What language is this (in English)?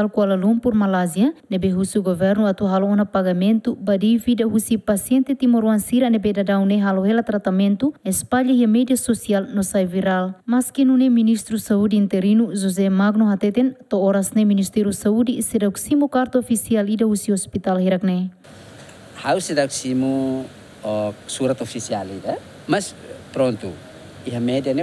Tetum